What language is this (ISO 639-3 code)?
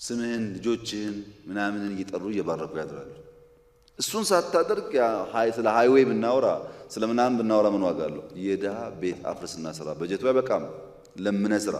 amh